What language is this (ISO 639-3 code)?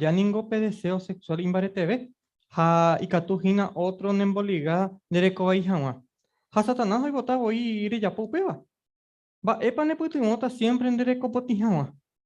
grn